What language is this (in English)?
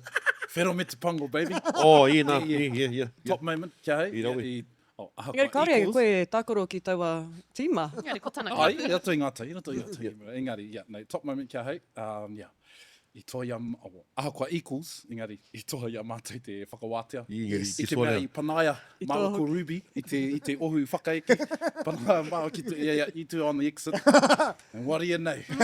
Māori